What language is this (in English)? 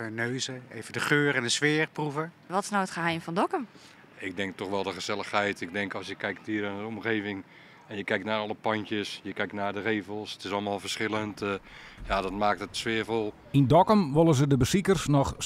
Western Frisian